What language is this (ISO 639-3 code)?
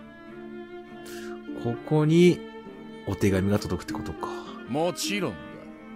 jpn